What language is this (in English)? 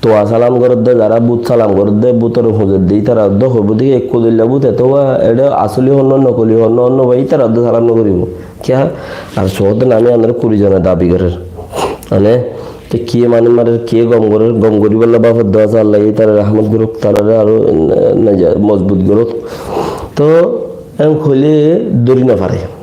Rohingya